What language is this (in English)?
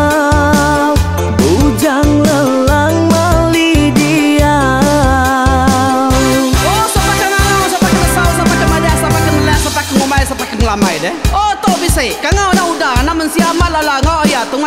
Iban